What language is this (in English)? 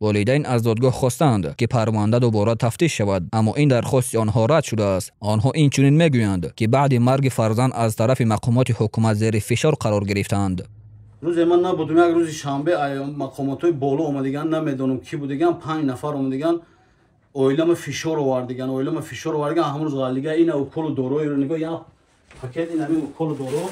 Tajik